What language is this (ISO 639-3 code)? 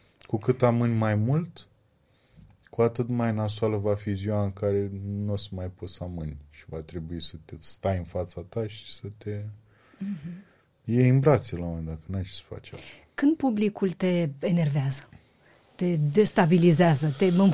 ron